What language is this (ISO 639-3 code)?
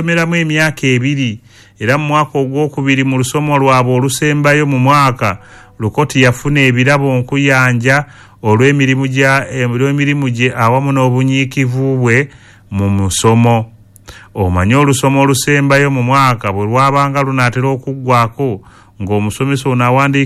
lug